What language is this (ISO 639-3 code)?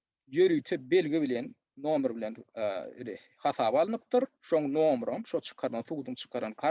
tuk